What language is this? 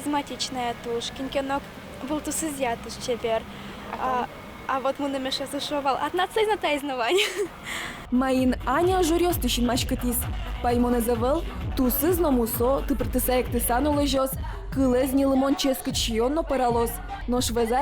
Udmurt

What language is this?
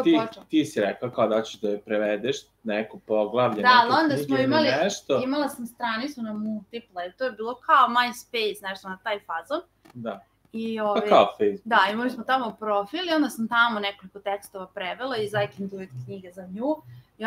Serbian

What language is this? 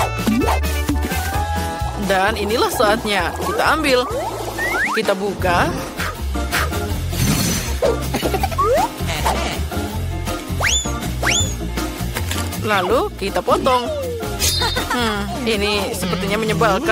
Indonesian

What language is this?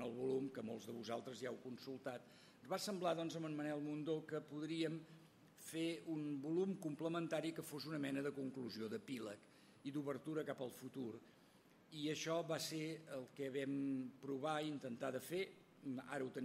Catalan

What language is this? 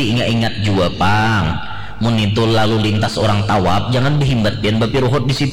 Banjar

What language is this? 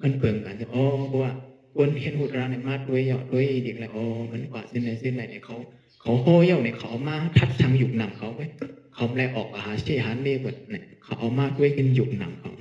Shan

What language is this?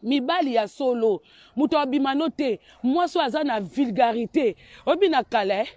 Lingala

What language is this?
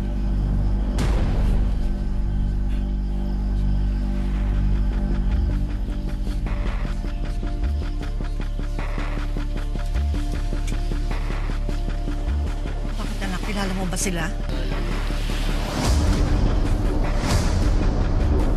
Filipino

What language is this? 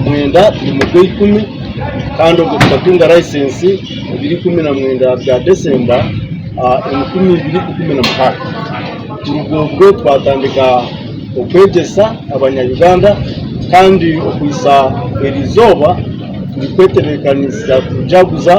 Nyankole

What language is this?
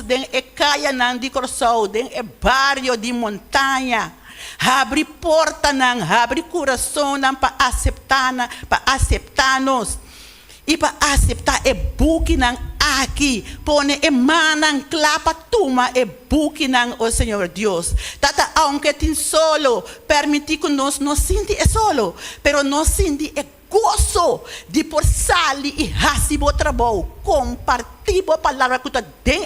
Papiamento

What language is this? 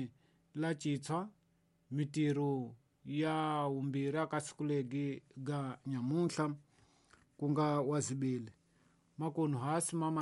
Tsonga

